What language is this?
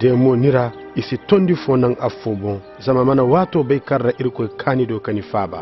Koyraboro Senni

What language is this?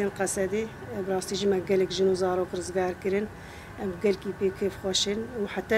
Kurdish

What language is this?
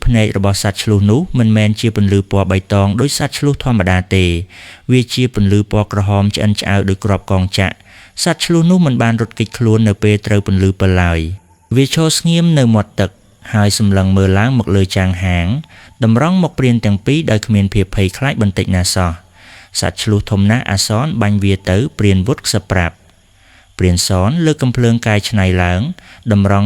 Khmer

